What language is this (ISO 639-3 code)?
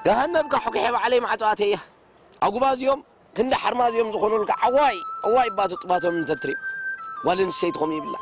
tir